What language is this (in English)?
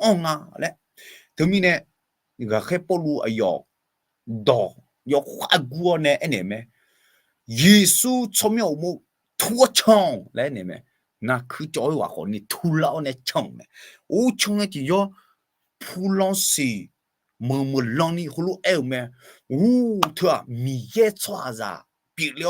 Akha